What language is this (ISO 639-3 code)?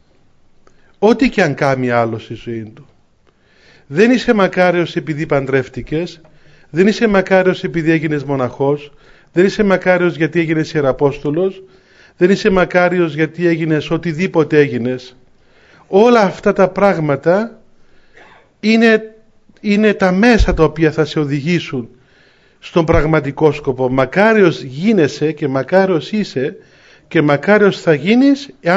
ell